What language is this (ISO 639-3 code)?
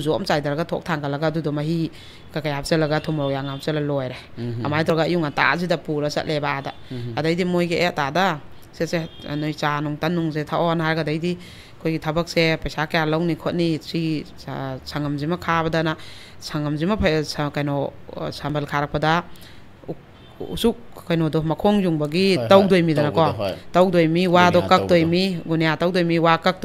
mni